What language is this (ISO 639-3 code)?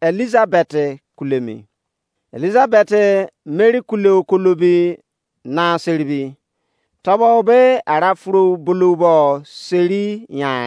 ijc